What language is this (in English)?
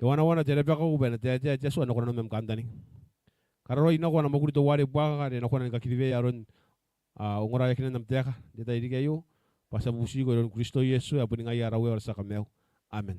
Gilbertese